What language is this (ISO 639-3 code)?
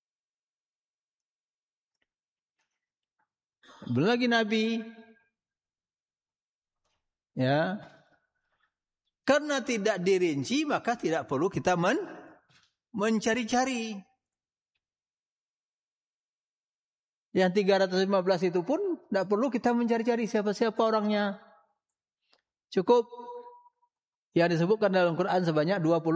ind